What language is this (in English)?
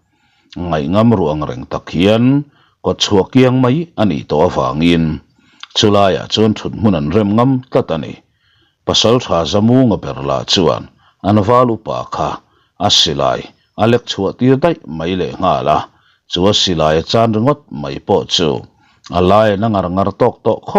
Mizo